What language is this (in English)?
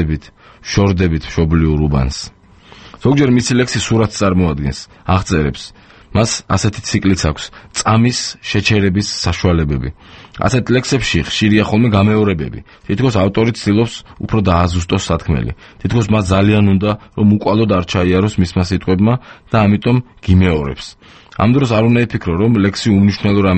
Georgian